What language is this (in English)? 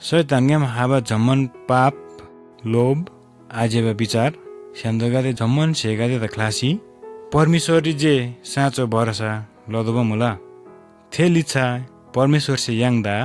Eastern Tamang